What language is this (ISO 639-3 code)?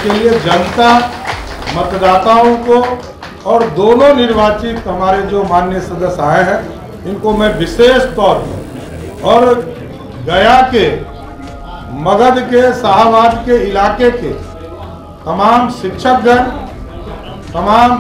hin